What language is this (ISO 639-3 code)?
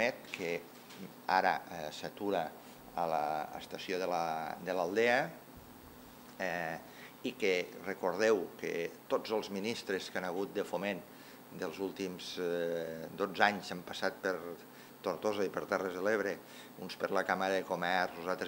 cat